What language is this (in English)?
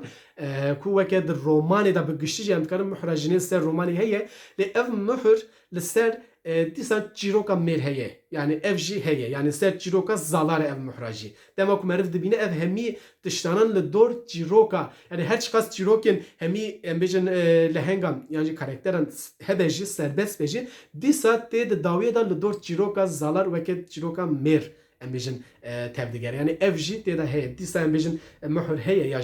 Kurdish